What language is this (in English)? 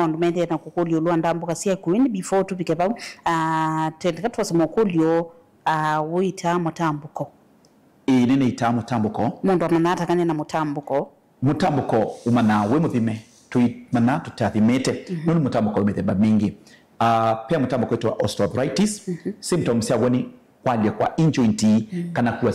Kamba